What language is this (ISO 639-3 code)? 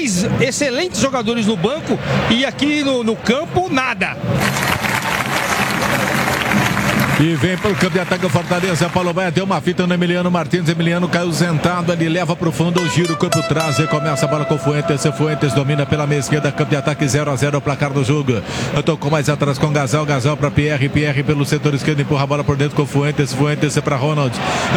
por